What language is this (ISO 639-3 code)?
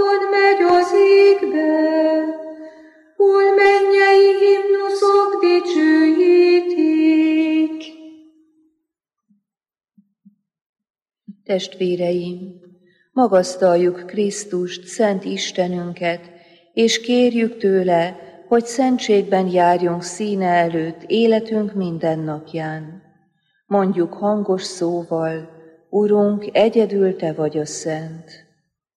hun